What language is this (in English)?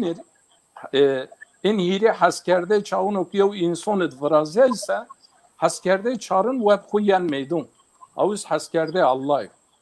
Zaza